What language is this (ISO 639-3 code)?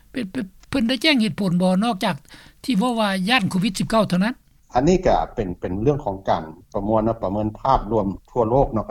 lao